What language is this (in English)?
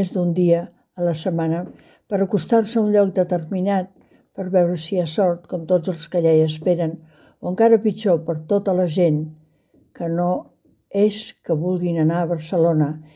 Catalan